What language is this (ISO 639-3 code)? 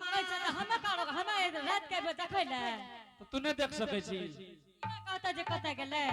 anp